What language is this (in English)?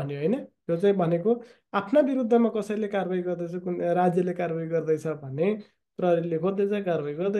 Nepali